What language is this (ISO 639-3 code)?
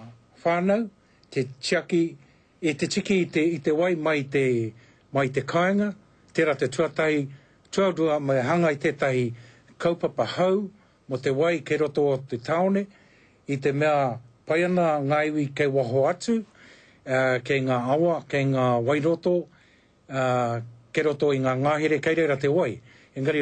mri